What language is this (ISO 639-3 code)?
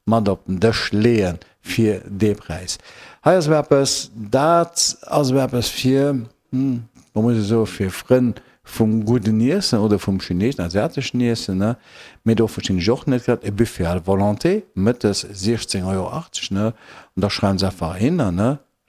ltz